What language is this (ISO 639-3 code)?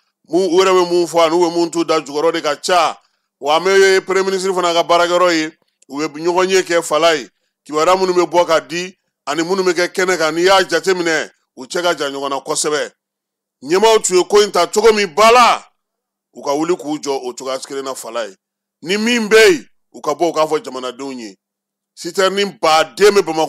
bam